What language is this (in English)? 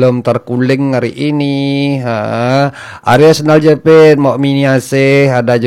Balinese